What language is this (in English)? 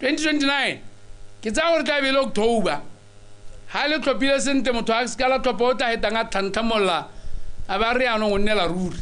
Tswana